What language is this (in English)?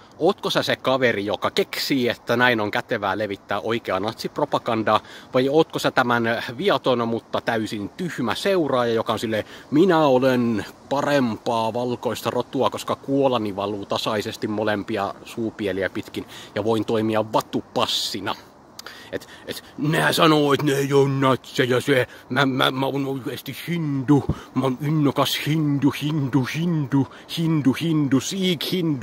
Finnish